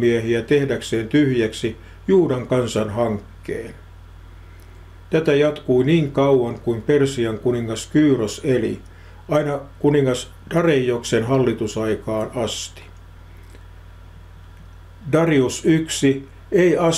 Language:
Finnish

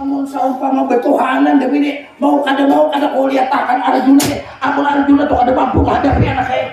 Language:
Banjar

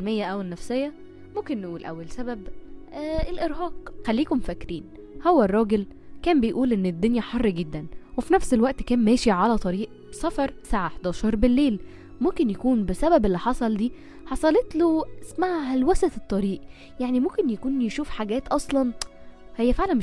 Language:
Egyptian Arabic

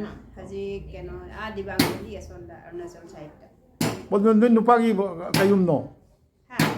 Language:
Manipuri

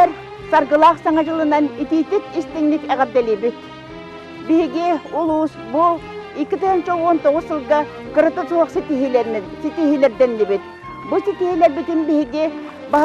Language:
Yakut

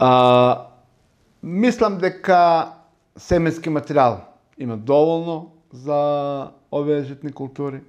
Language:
Macedonian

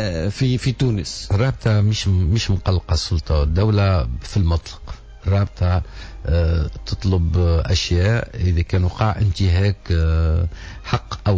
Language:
Tunisian Arabic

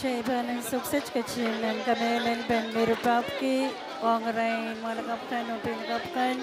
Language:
Pohnpeian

